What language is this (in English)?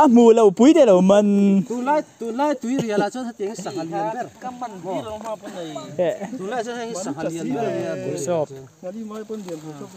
Mizo